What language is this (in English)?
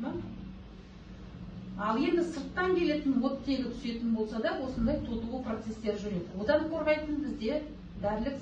Kazakh